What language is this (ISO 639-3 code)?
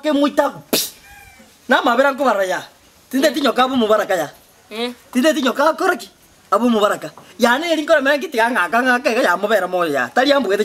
guz